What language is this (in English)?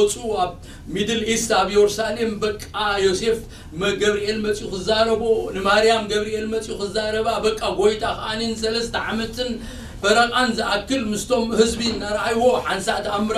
Tigrinya